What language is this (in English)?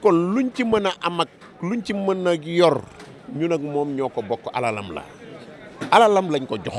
Wolof